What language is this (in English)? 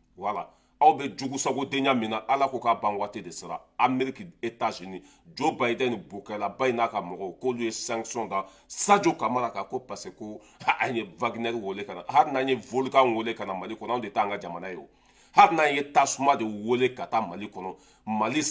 Bambara